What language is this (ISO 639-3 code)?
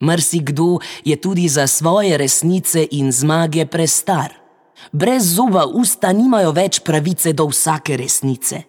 slv